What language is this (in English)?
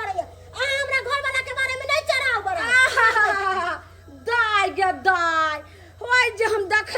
Maithili